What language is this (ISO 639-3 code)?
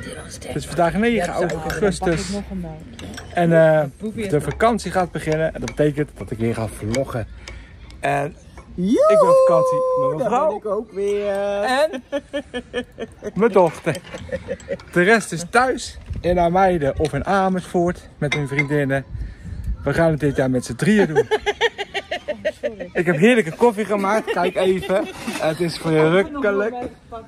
nld